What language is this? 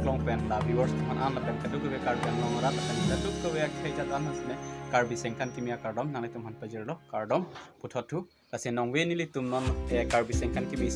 Karbi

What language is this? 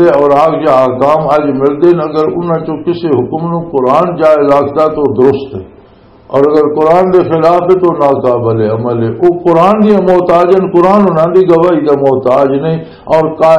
Western Panjabi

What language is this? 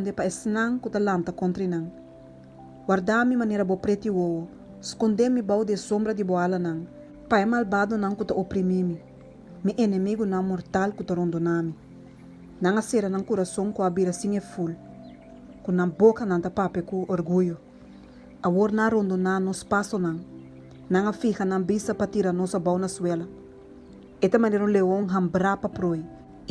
Papiamento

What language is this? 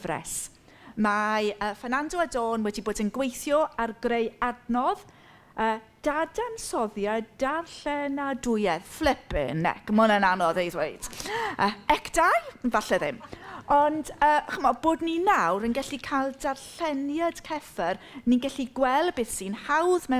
Welsh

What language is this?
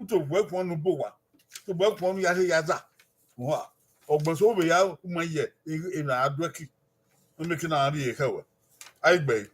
Bini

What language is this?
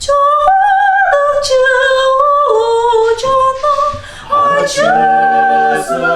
Tuvinian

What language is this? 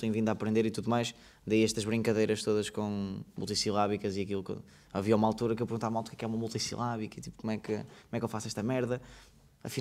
Portuguese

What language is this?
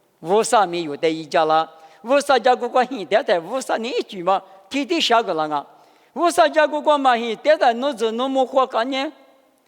Lisu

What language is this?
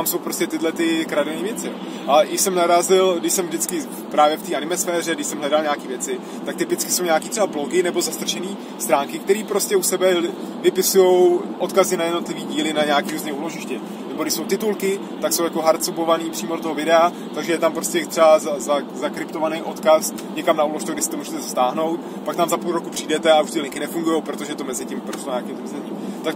Czech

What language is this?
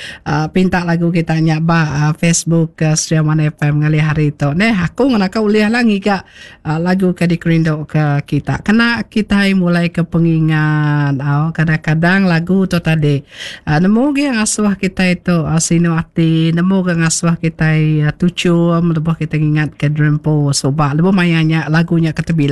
Iban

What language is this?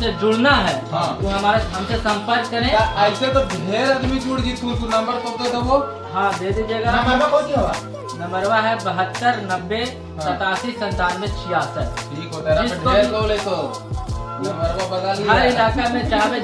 Magahi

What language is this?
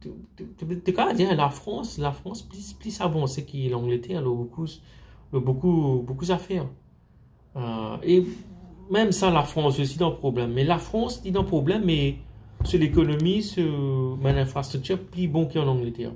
Morisyen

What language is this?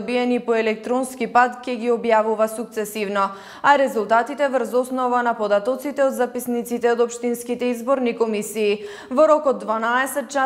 Macedonian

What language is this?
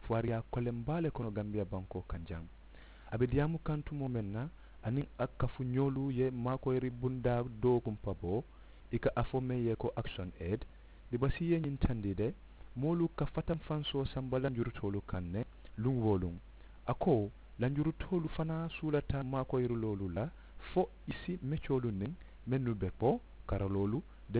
Mandingo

